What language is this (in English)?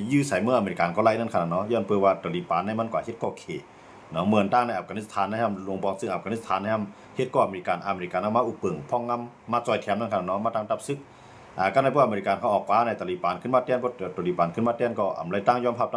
Shan